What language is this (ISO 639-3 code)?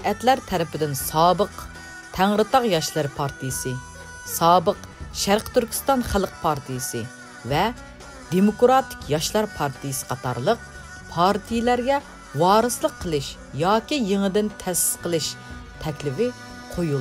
uig